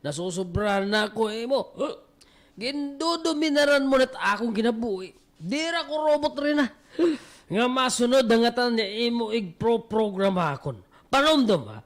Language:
Waray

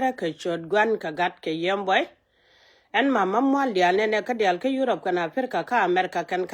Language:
Nuer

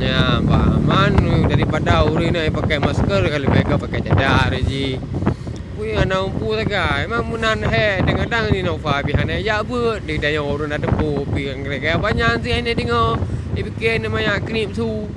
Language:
Achinese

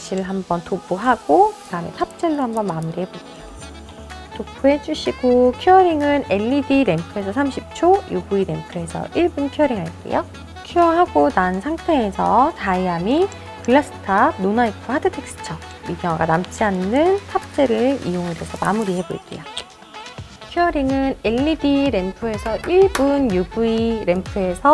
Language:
Korean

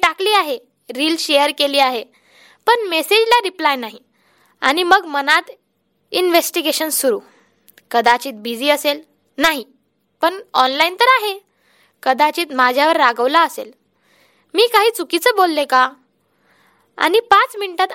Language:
Marathi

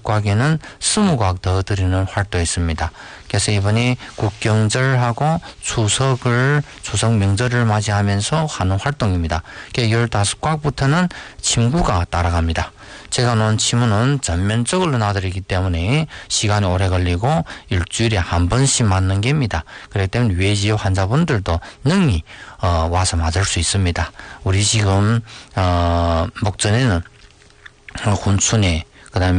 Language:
Korean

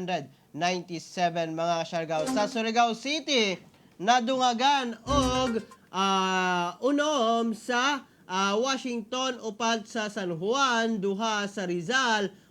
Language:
Cebuano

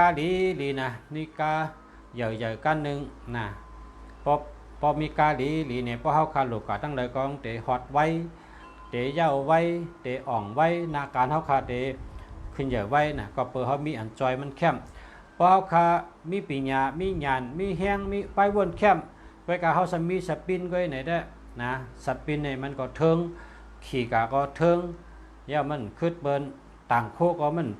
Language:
Shan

